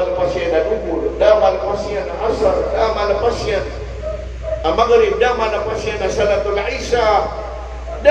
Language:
Maranao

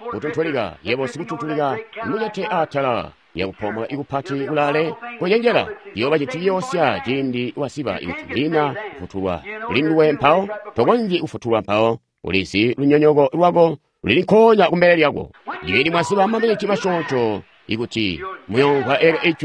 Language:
Tonga (Zambia)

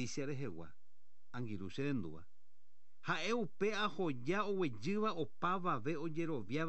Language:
Guarani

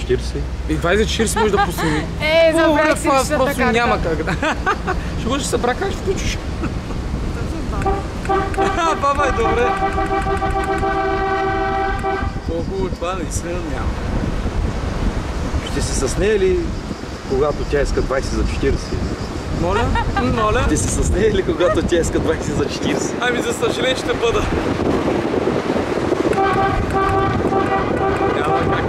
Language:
Bulgarian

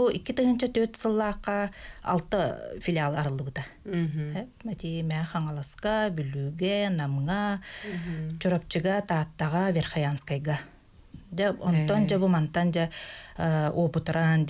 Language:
Yakut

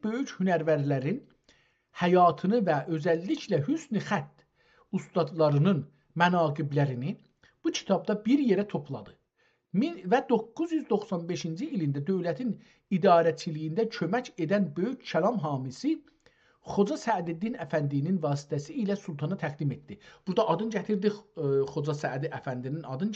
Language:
South Azerbaijani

